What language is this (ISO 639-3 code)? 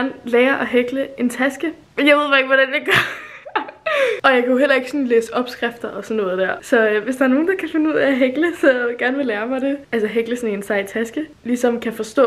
dan